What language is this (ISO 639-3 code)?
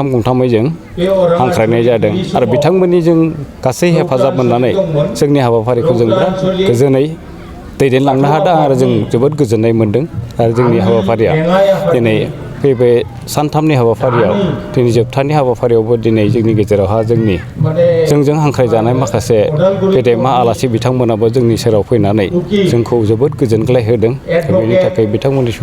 brx